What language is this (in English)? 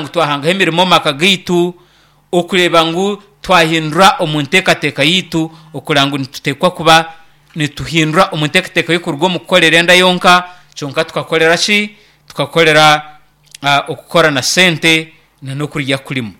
Nyankole